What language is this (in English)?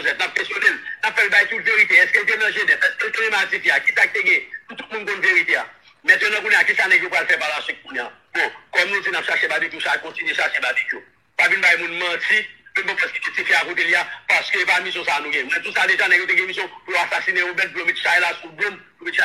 Haitian Creole